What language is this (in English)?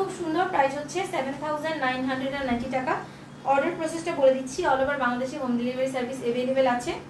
Bangla